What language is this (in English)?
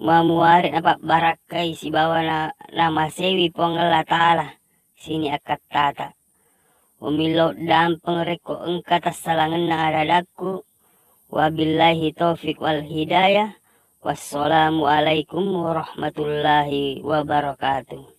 Buginese